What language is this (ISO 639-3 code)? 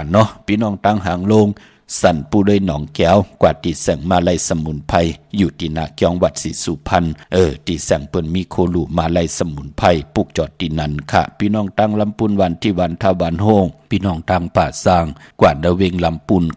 shn